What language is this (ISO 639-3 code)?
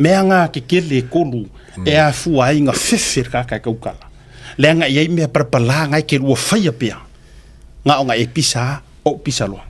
smo